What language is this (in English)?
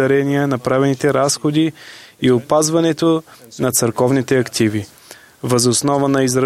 Bulgarian